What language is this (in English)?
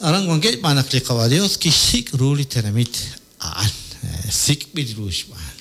Kekchí